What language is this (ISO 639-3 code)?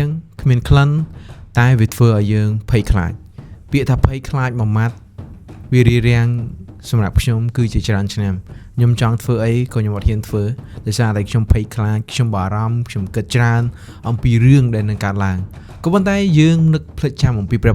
khm